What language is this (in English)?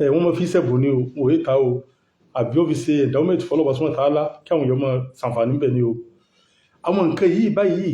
Yoruba